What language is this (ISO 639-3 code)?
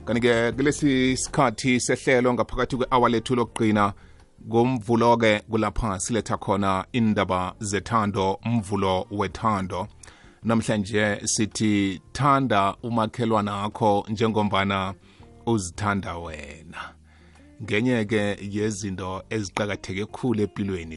nbl